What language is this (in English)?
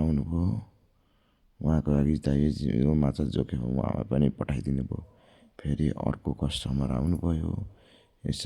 Nepali